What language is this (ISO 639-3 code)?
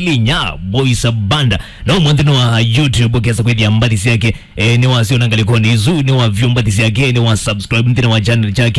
kam